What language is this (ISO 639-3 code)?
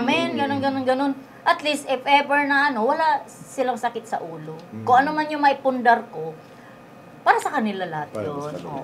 fil